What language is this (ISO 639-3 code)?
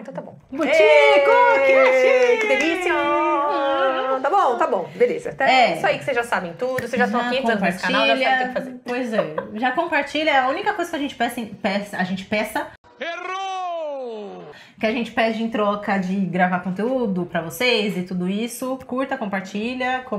por